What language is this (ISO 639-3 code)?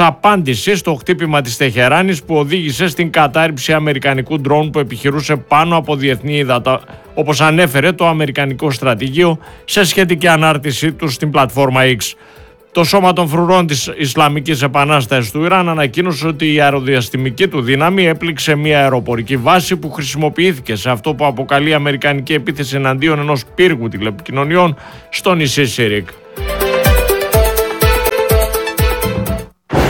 ell